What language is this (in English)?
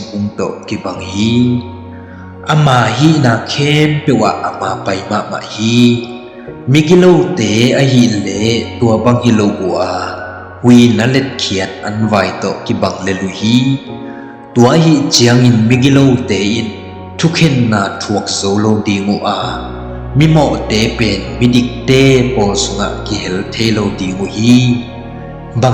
Tedim Chin